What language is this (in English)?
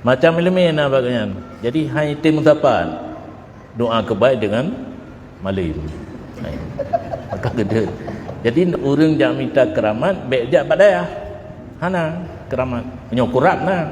Achinese